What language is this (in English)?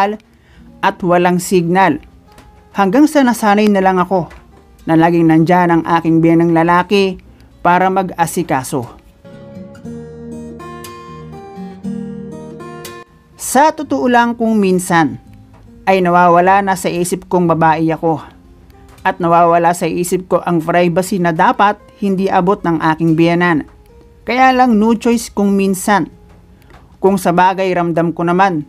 Filipino